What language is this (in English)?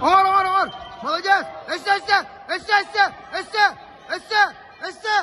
Yakut